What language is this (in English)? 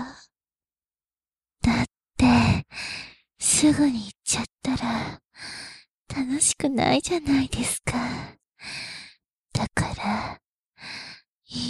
Japanese